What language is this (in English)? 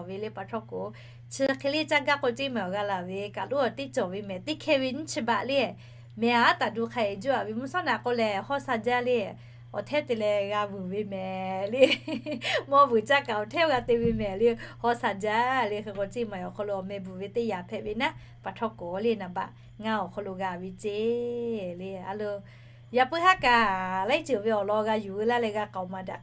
Lahu